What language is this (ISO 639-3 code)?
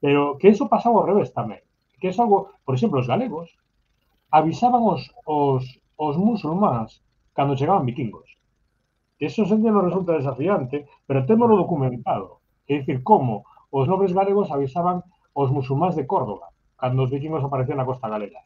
glg